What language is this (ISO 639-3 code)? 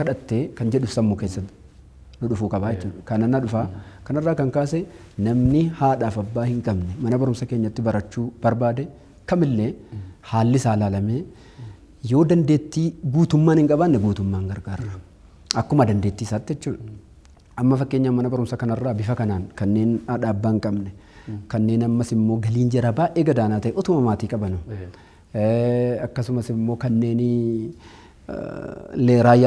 orm